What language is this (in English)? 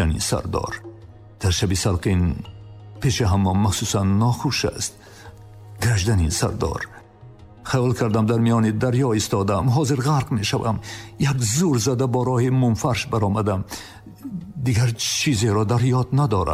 Tajik